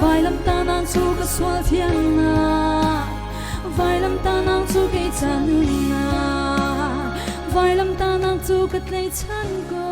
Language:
Hakha Chin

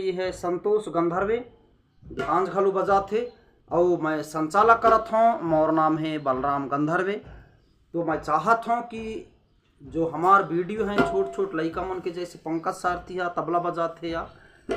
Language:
Chhattisgarhi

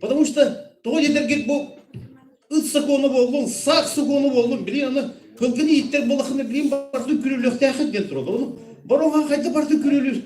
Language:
Yakut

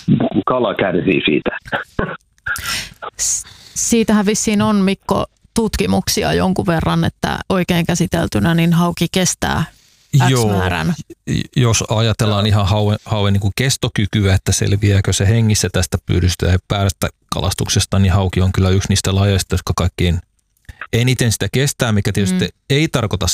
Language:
Finnish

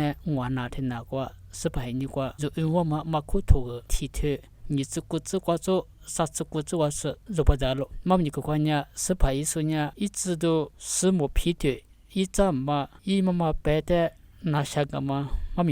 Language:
Lisu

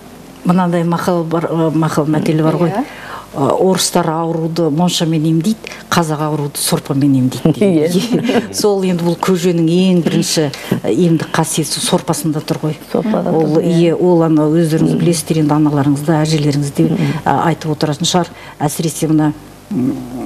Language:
Kazakh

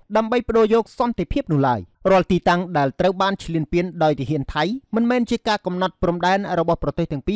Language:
Khmer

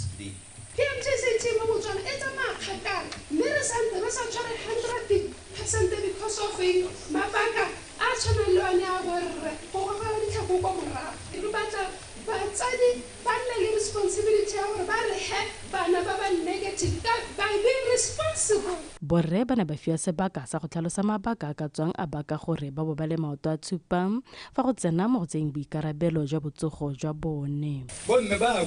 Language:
Tswana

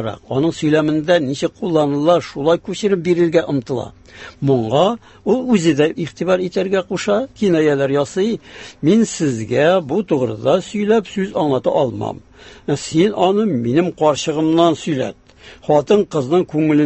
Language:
Tatar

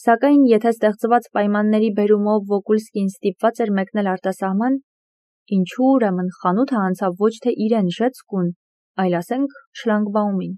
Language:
Armenian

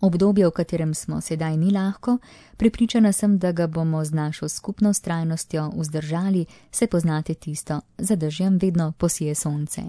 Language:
Slovenian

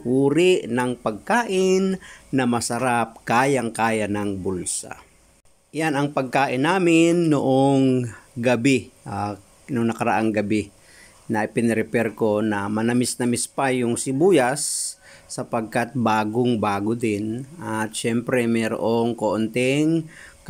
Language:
Filipino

